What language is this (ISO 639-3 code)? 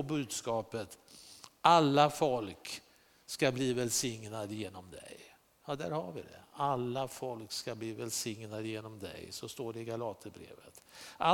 swe